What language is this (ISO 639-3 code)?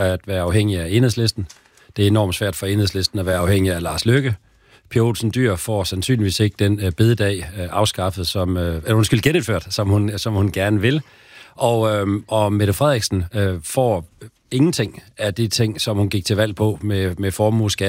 dan